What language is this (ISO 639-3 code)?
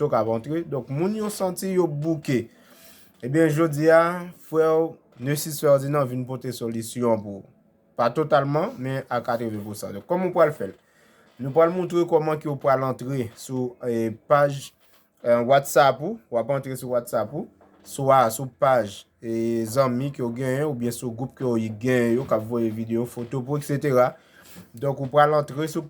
hat